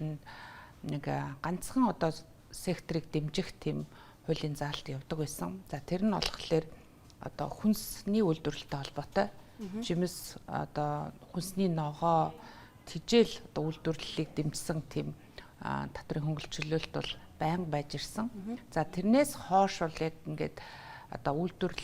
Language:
Mongolian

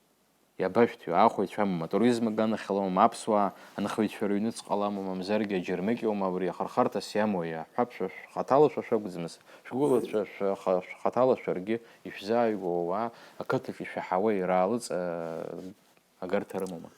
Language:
Abkhazian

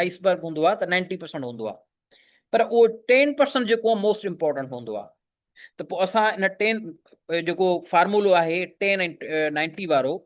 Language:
Sindhi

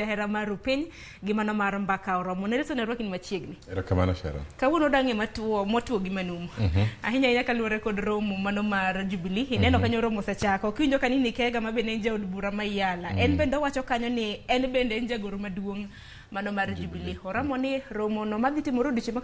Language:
Luo (Kenya and Tanzania)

